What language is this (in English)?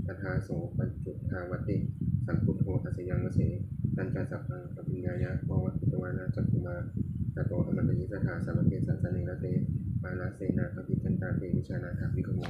Pali